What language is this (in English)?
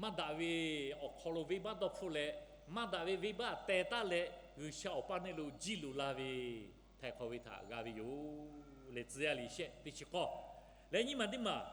Lahu